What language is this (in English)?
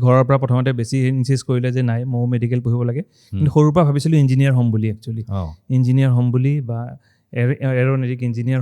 Assamese